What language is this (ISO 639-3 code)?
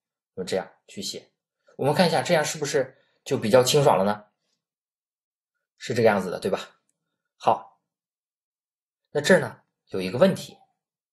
zho